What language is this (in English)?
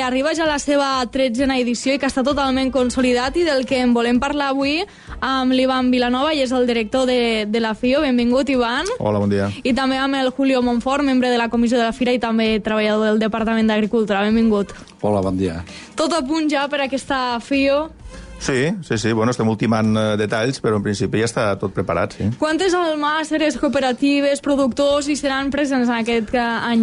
Catalan